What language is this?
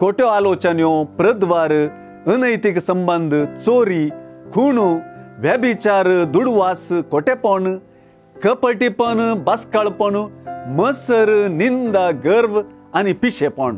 Konkani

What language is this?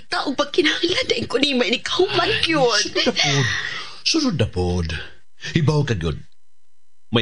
Cebuano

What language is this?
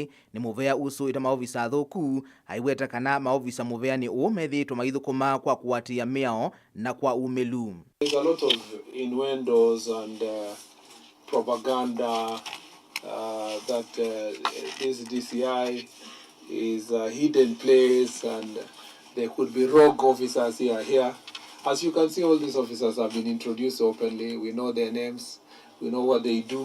Kamba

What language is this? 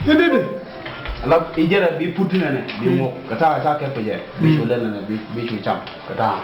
Nuer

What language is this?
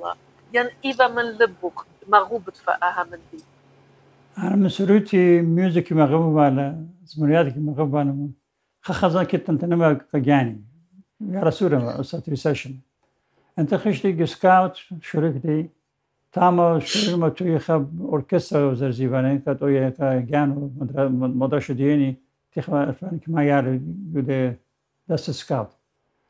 Assyrian Neo-Aramaic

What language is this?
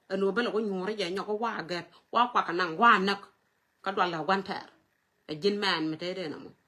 Nuer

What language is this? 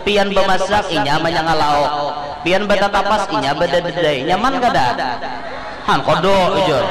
Banjar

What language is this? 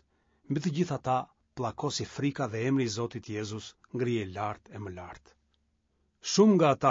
Albanian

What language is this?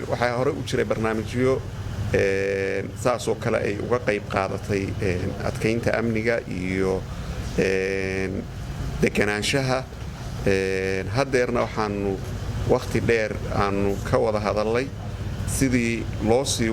Somali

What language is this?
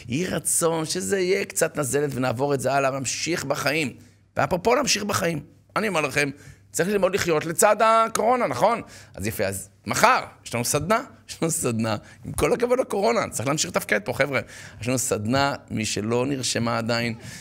Hebrew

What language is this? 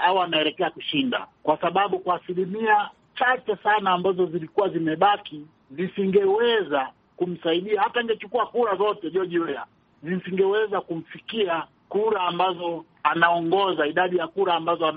Swahili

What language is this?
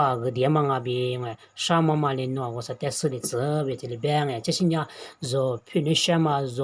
Lisu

